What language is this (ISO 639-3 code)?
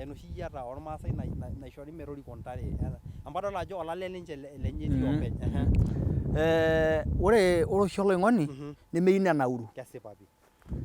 mas